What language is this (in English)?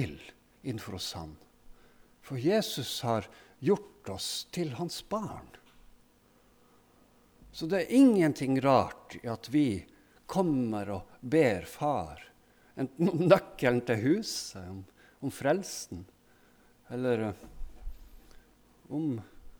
Norwegian